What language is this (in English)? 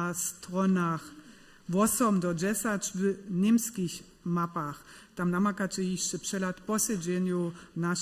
Upper Sorbian